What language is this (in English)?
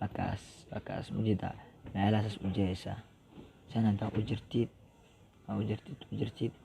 Somali